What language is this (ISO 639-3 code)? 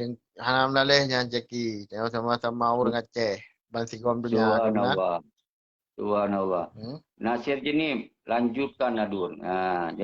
ace